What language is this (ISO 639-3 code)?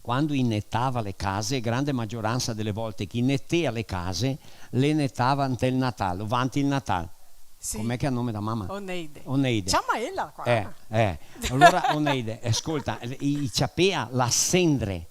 vec